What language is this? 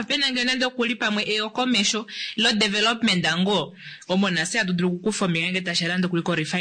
Kuanyama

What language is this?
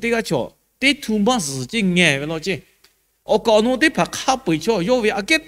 Lahu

